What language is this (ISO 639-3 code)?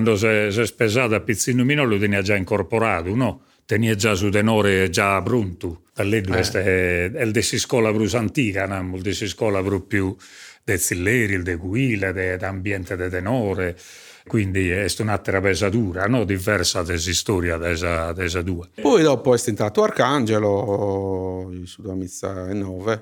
srd